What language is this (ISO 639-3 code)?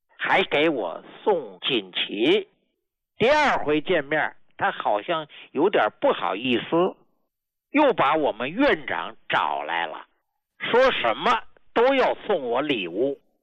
zho